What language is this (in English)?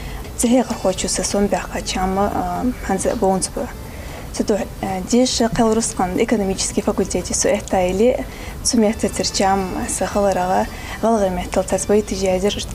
Ingush